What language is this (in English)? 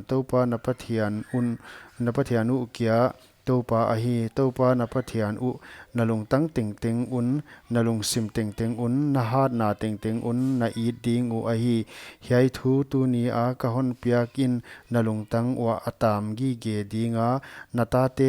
Paite Chin